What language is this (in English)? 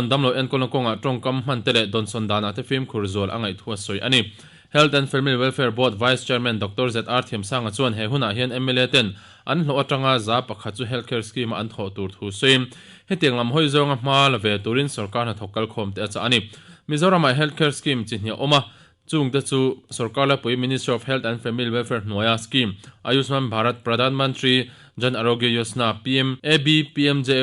Mizo